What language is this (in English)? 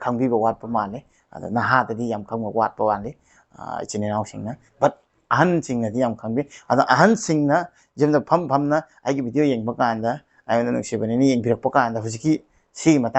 Manipuri